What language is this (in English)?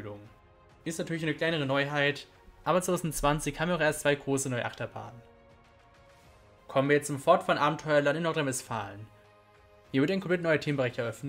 German